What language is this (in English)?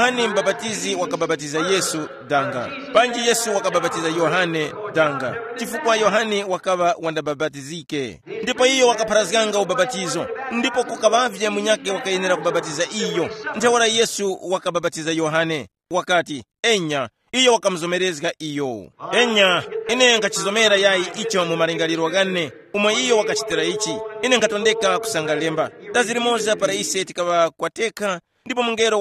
Tumbuka